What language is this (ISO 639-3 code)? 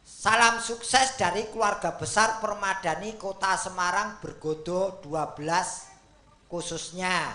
jav